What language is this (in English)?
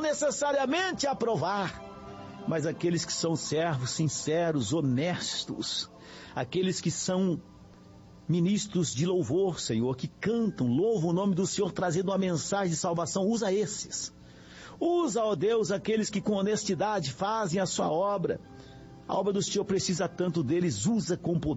Portuguese